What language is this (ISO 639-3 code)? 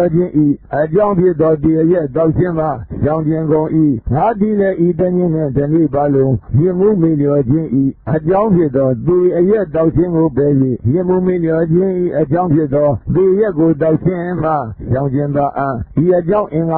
mya